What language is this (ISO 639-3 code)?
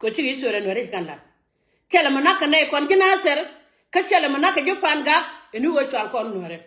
nus